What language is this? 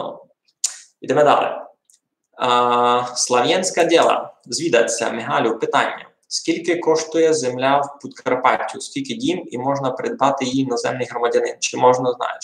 Rusyn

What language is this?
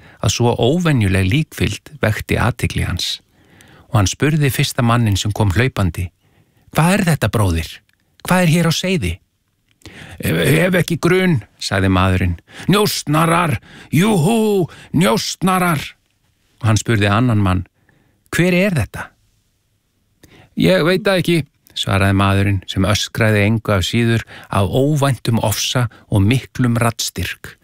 Icelandic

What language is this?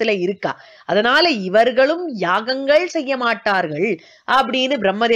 Tamil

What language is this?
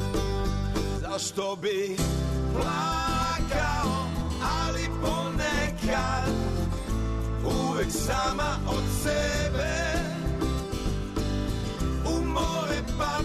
Serbian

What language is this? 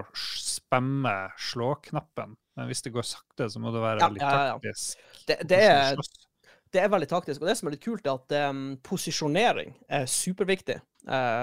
Norwegian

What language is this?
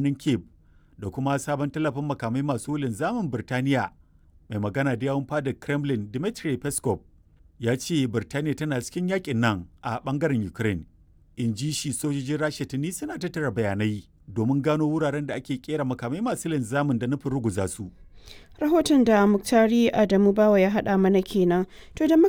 Hausa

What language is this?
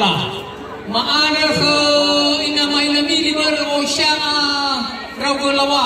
Nias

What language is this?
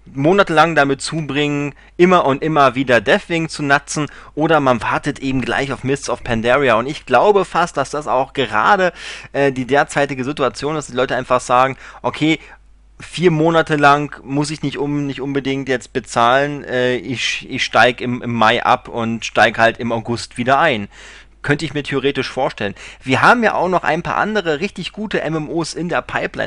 German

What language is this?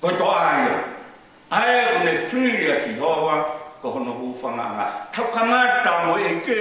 Tongan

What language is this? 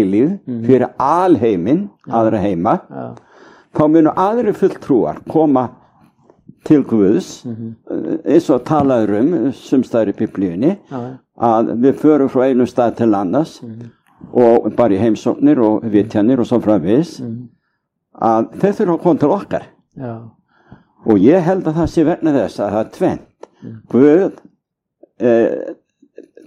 Icelandic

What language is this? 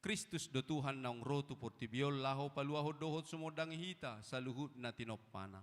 Batak Toba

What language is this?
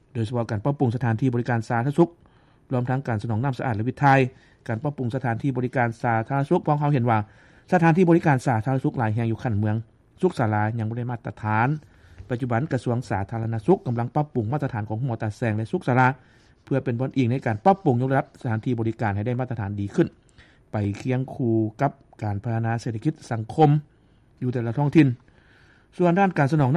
Lao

